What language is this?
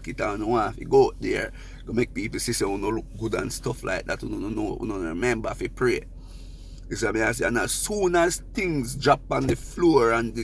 Jamaican Creole English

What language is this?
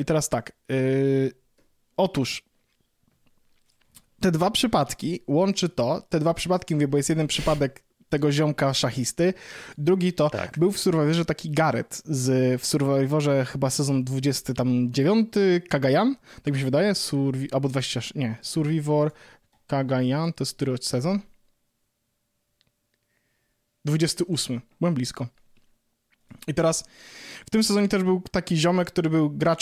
Polish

